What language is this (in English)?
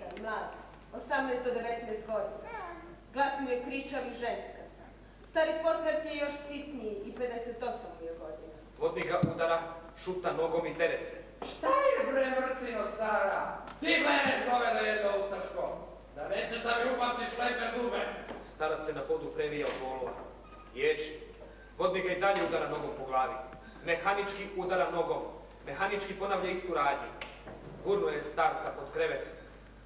Croatian